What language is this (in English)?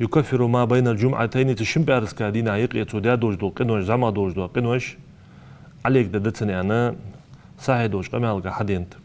Ingush